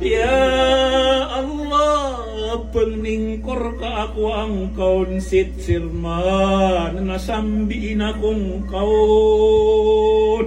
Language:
Maranao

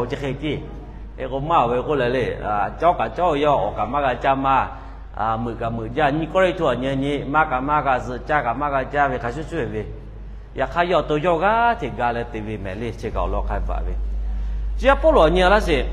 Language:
Lahu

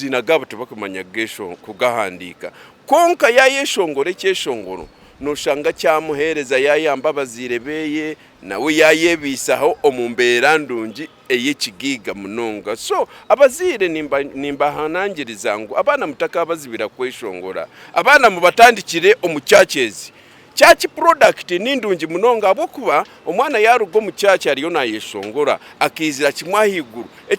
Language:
Nyankole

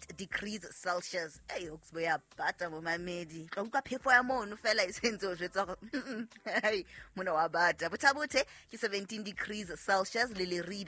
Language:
Southern Sotho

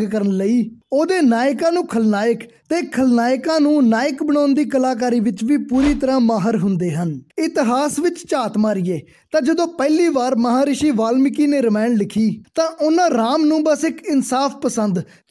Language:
Punjabi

